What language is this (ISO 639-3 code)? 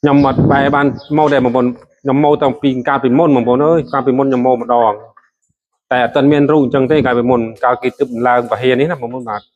khm